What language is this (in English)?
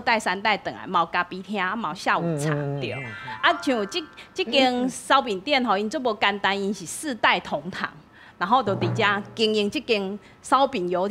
Min Nan Chinese